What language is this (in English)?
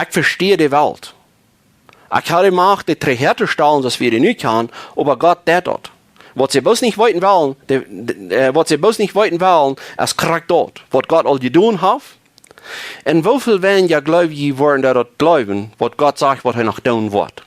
Plautdietsch